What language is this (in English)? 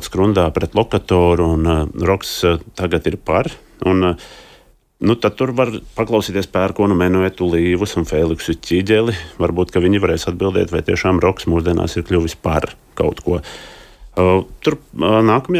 Latvian